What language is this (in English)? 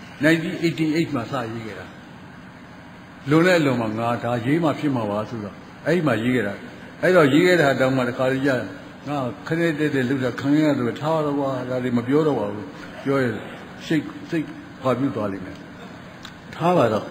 Burmese